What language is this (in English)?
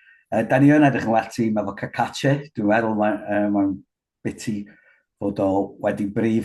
Welsh